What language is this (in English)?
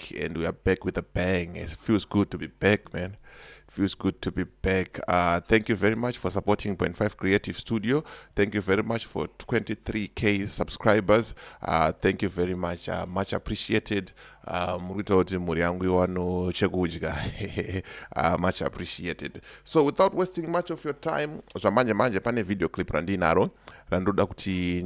Shona